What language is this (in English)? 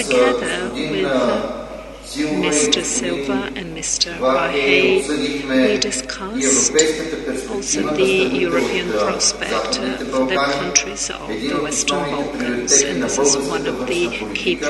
Bulgarian